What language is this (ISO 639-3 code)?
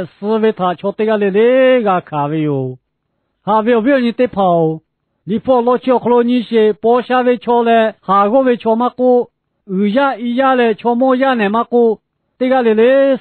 lhu